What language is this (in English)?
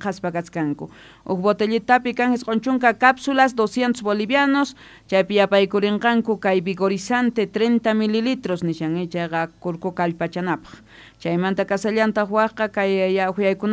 South Bolivian Quechua